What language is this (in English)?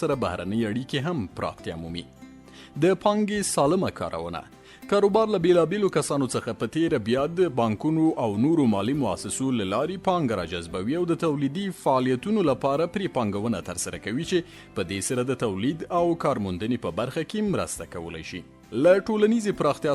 Pashto